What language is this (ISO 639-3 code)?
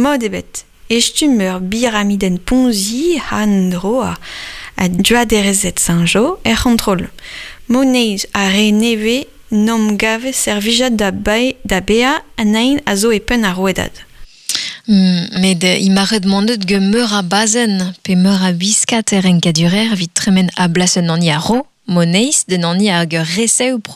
bre